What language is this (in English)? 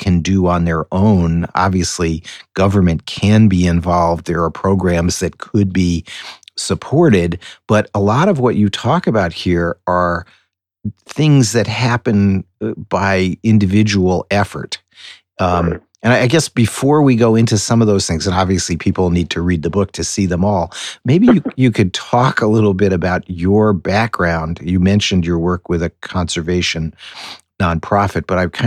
English